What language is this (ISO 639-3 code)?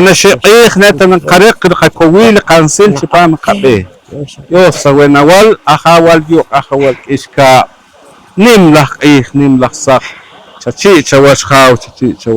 poh